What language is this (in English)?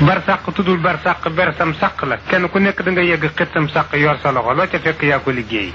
Wolof